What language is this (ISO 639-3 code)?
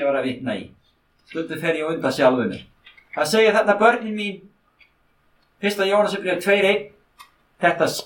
isl